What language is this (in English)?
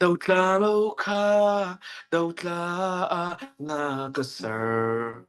Hakha Chin